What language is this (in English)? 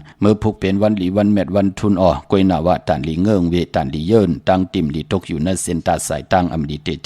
Shan